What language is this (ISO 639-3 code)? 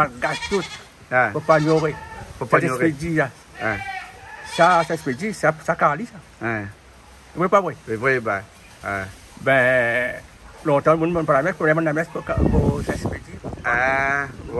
rcf